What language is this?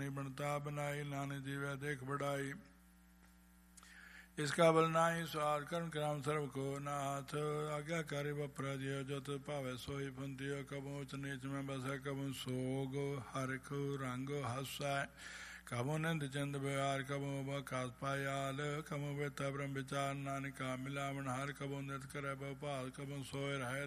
Punjabi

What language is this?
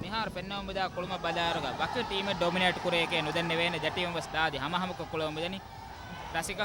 Divehi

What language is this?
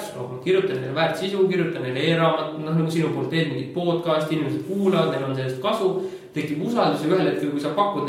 Estonian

